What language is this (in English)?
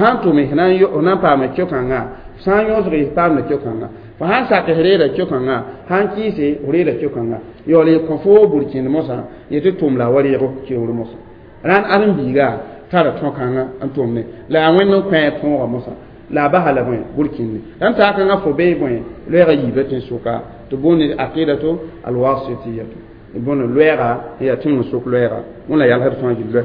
Mossi